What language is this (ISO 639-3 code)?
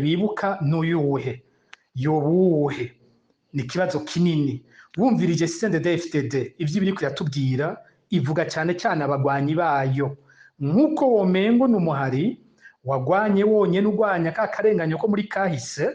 run